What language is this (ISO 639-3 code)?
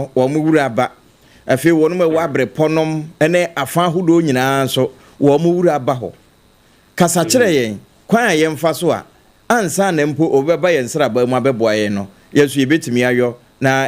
aka